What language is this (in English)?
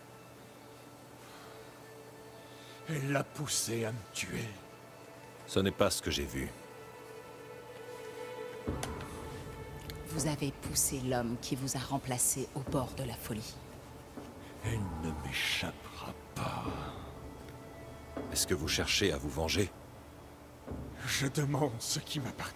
French